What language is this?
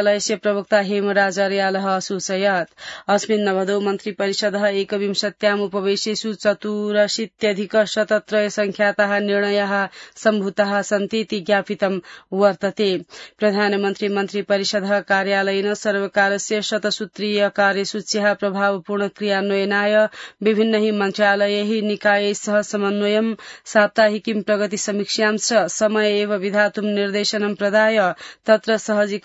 Sanskrit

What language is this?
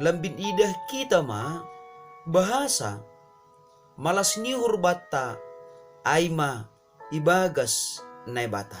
Batak Simalungun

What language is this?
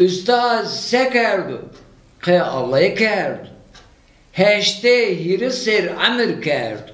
Zaza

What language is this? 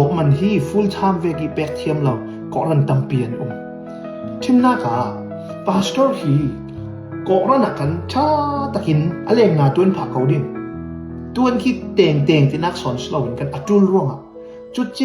Falam Chin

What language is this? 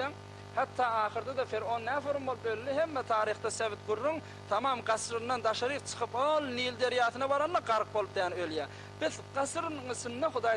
Turkmen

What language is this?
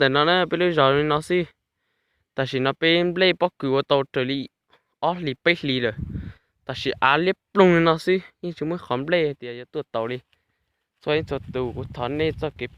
Hmong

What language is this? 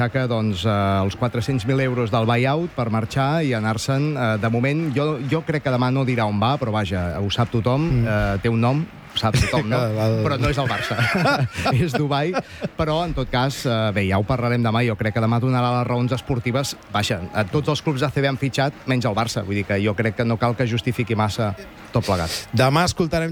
Catalan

